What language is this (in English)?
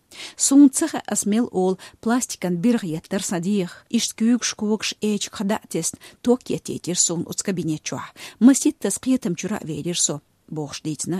Chechen